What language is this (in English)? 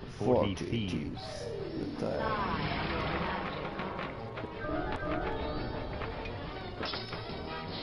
English